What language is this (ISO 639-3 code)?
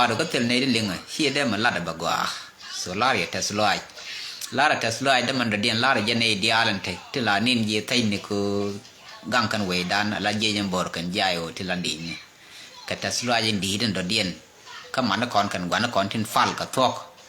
nus